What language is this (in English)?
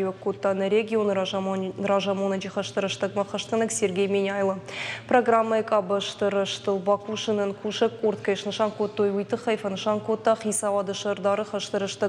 Ossetic